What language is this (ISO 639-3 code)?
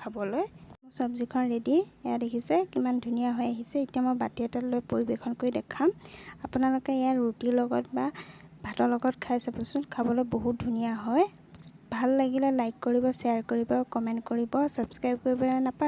asm